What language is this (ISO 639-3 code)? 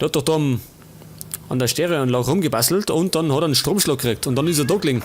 bar